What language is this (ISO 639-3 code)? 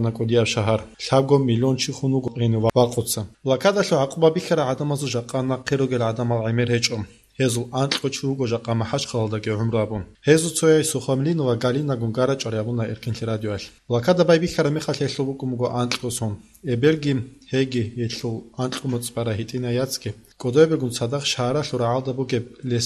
ava